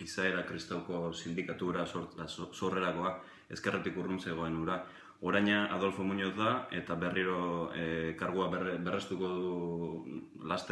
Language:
Basque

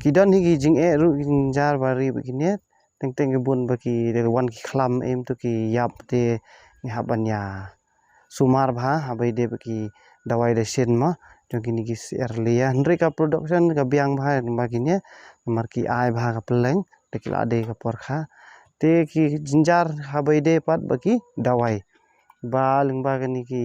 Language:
Khasi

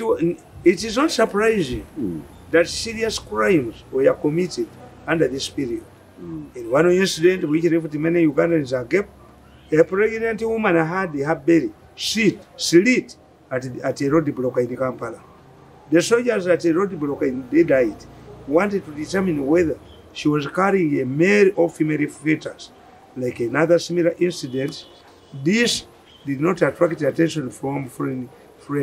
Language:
English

